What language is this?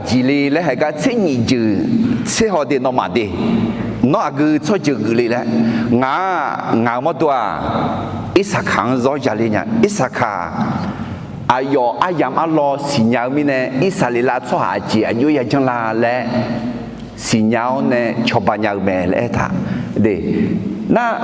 Akha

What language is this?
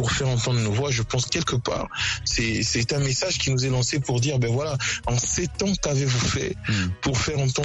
French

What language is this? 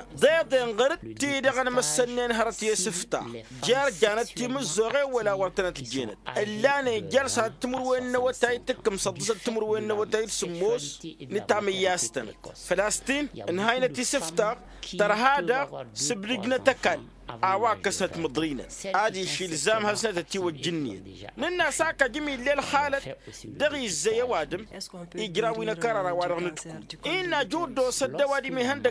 Tamasheq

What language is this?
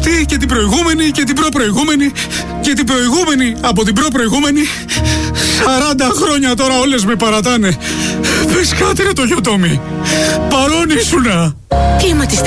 Greek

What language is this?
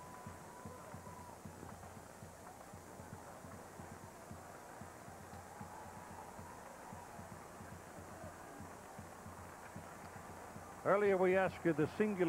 English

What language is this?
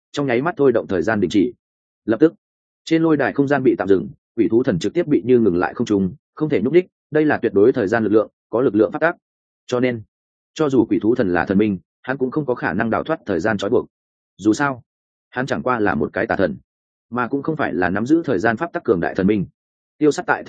Vietnamese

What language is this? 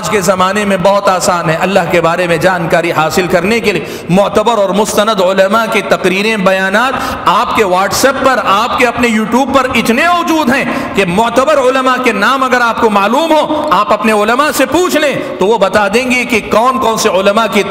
Urdu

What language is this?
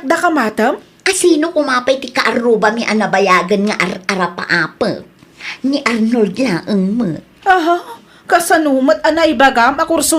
Iloko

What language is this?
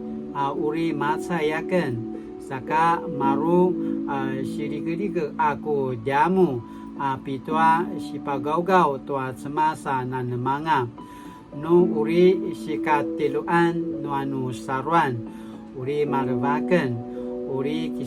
Paiwan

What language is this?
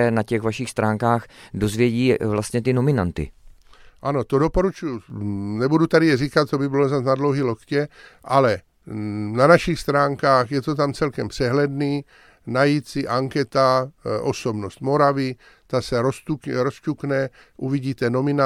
Czech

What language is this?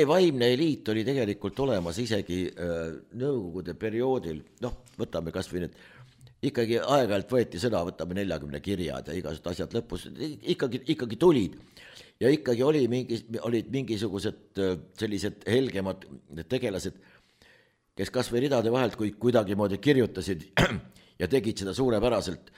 Estonian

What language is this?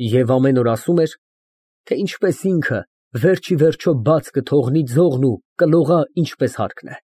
Armenian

